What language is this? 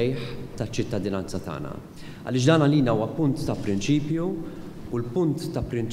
Maltese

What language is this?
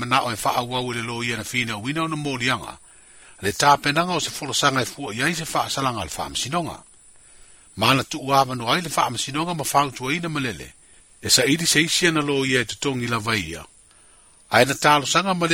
Samoan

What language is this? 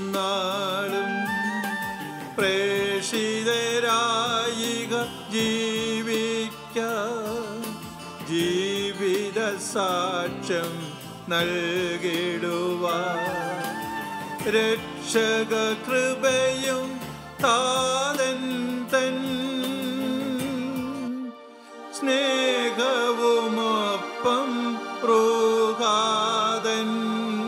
Malayalam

